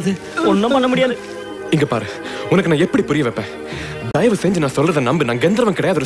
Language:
Tamil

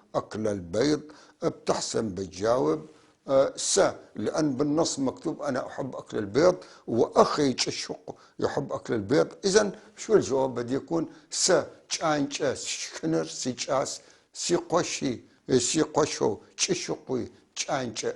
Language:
North Levantine Arabic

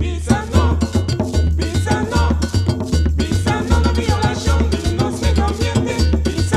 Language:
Papiamento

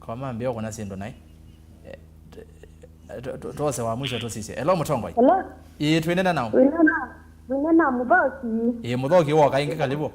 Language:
Kamba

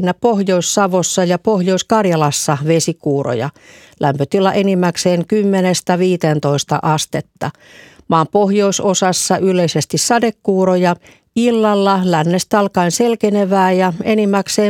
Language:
Finnish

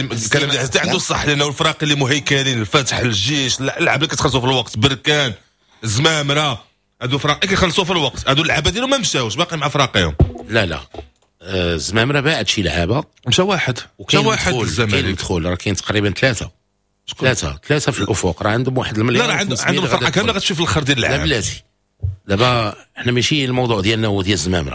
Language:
Moroccan Arabic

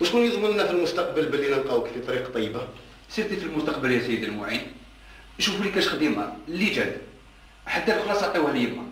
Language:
Algerian Arabic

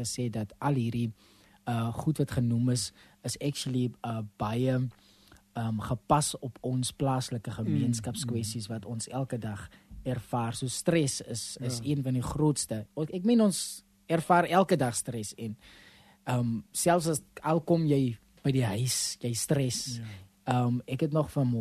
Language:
Afrikaans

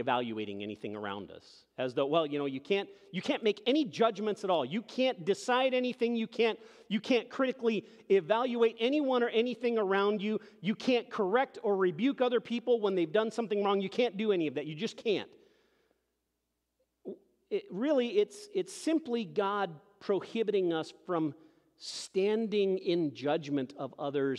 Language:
English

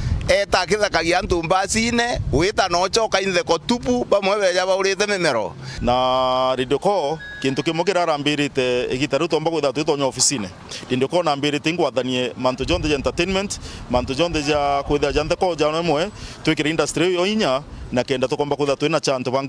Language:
Meru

